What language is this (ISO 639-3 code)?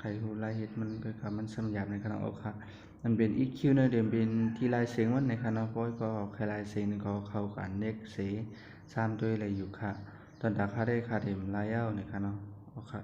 shn